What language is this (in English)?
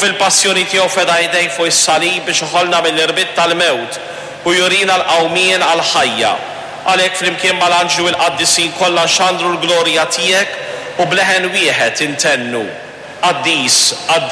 Maltese